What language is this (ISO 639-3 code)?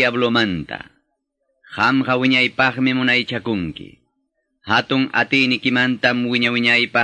que